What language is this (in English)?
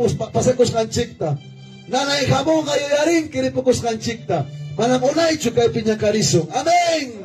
Ayacucho Quechua